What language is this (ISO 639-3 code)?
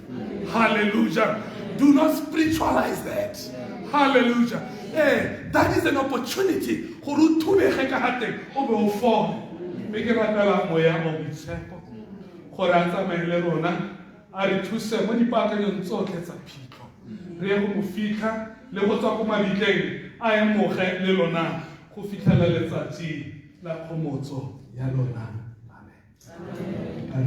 tsn